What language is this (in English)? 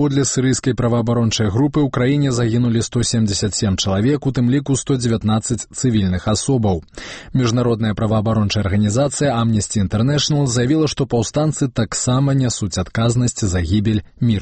Belarusian